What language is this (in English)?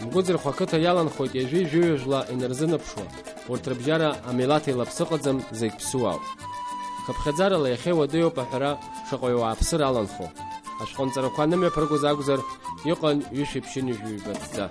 Abkhazian